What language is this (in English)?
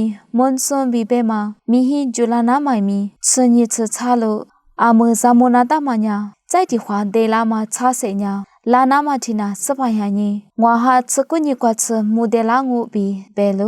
Lisu